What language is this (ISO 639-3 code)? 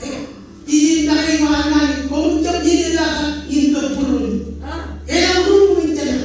mah